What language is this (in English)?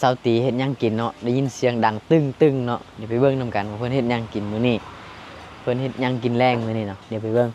Lao